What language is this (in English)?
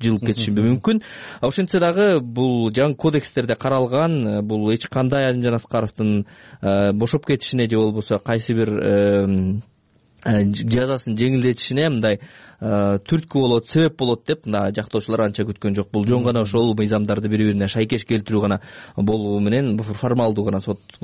Kyrgyz